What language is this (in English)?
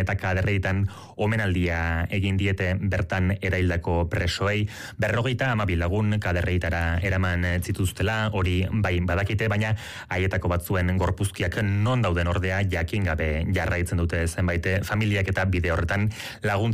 Basque